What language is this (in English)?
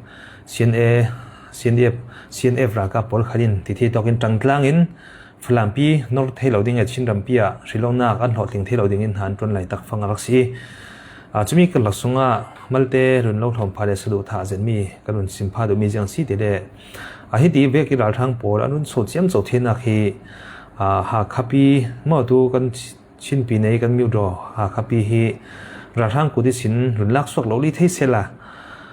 Falam Chin